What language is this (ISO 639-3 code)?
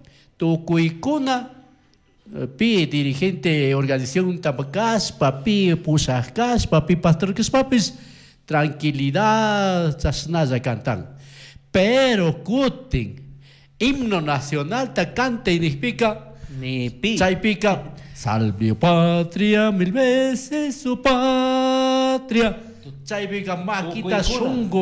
qug